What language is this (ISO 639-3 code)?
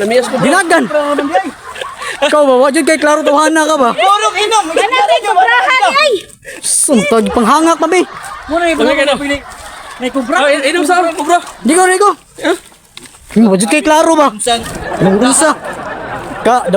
ceb